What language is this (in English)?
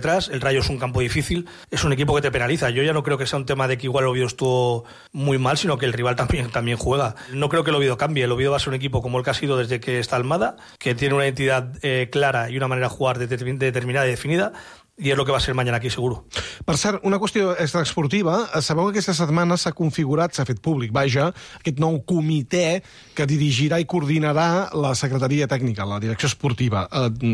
Catalan